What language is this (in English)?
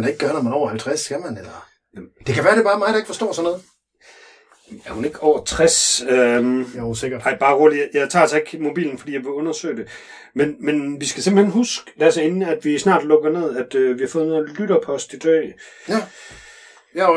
Danish